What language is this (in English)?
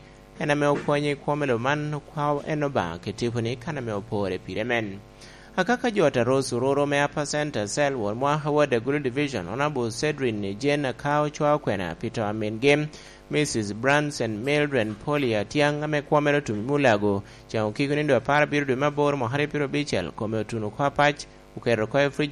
Lango (Uganda)